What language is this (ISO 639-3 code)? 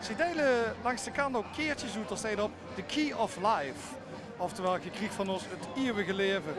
lim